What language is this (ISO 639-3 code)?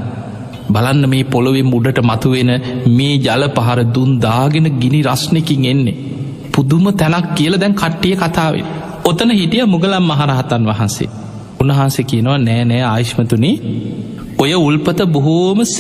sin